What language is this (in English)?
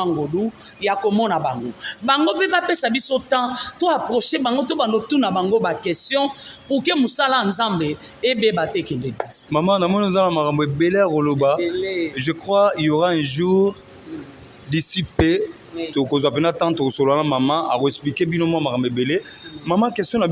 Lingala